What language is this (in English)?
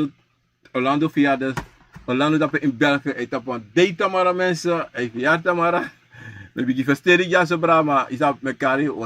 Sranan Tongo